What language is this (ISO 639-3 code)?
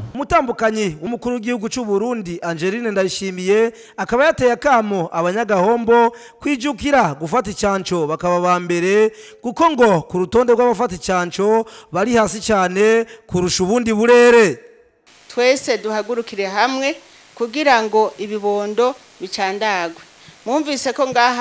run